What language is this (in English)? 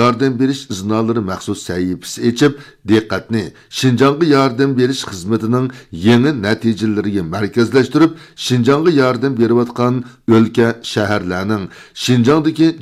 Uyghur